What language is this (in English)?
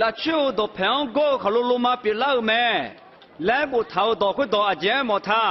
Akha